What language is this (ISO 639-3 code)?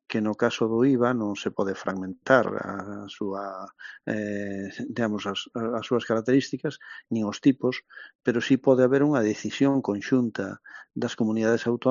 glg